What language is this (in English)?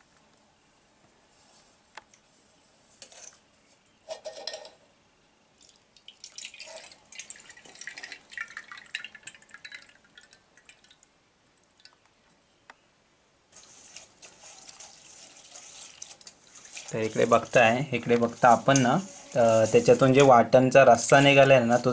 Marathi